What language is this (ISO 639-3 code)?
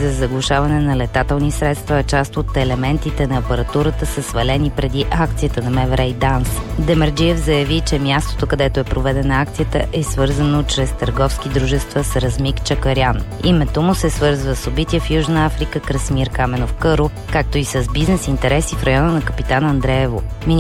bul